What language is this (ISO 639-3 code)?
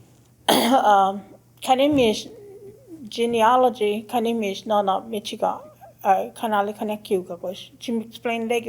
cho